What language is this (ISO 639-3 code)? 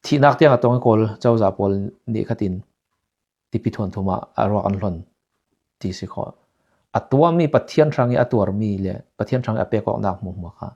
cfm